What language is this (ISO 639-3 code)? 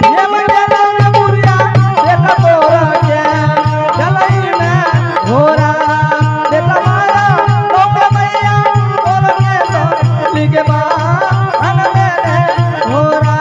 anp